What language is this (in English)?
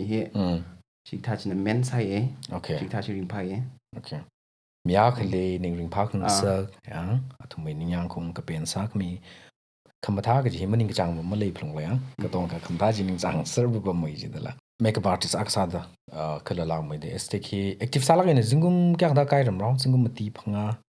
Tangkhul Naga (India)